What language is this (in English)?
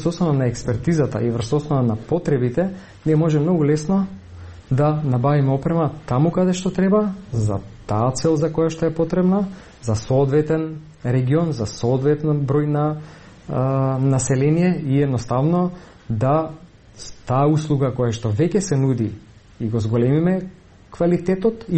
Macedonian